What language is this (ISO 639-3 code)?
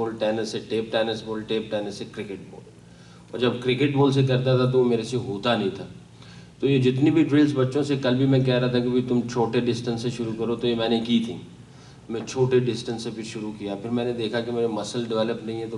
urd